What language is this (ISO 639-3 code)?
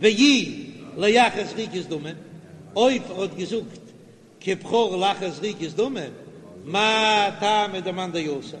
yid